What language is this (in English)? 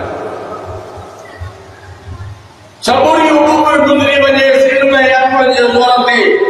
Sindhi